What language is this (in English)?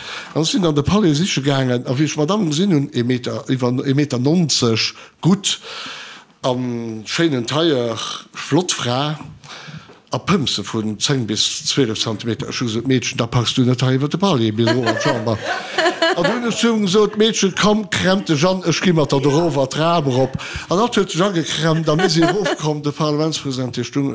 Luxembourgish